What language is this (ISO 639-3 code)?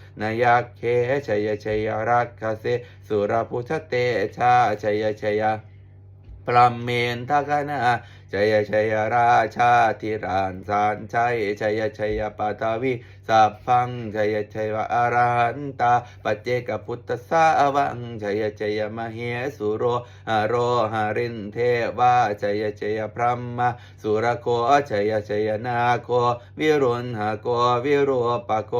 pli